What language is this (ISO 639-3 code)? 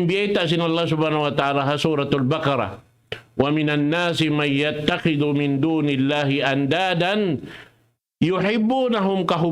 tsg